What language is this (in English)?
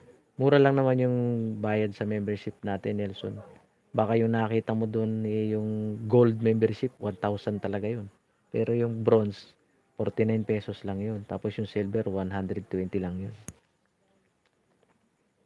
Filipino